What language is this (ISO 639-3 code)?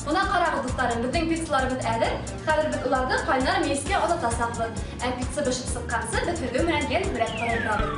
bak